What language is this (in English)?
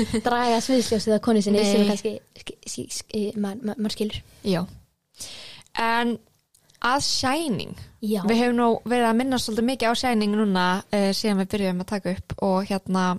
Icelandic